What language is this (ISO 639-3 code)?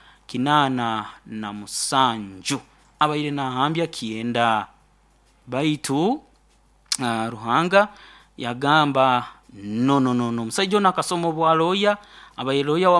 nyo